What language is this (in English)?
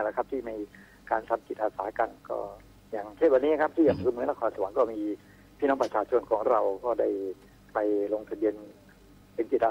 Thai